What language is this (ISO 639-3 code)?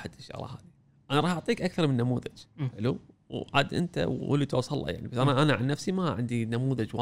afb